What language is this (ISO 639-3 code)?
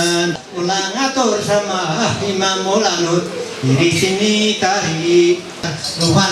mhy